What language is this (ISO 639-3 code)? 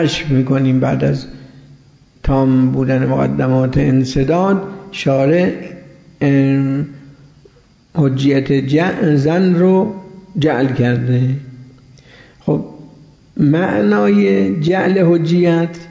fas